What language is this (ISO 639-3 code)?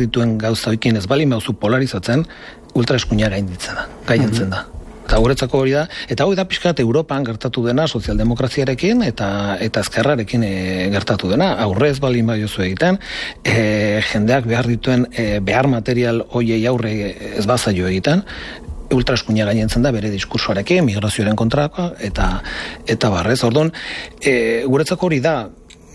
eus